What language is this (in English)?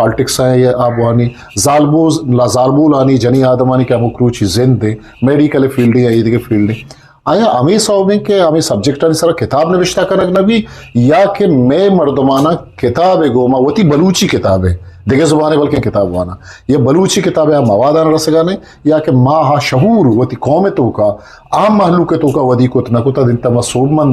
Eastern Balochi